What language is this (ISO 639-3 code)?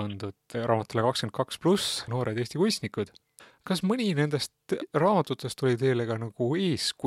est